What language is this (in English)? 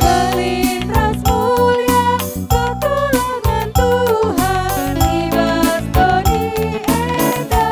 Batak Karo